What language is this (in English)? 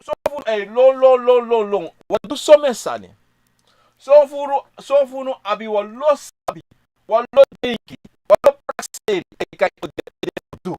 Sranan Tongo